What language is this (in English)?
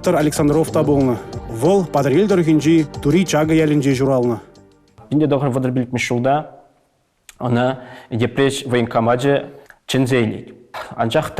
Chuvash